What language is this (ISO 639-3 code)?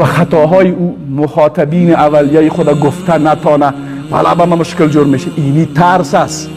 fas